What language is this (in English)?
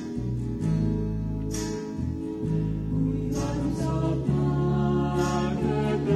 Estonian